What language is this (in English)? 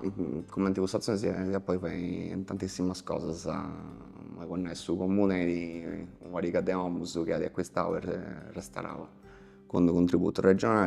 Sardinian